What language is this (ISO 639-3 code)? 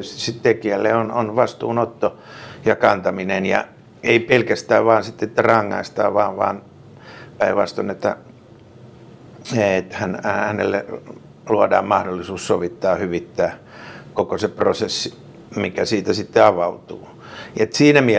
fin